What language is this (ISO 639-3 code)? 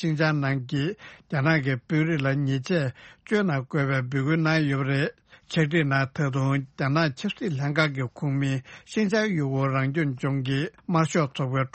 bod